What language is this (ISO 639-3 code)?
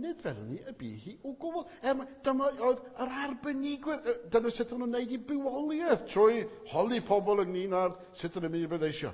cym